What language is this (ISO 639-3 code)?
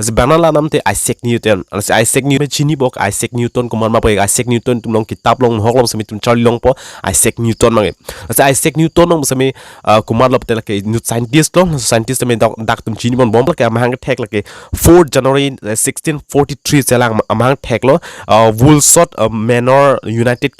mjw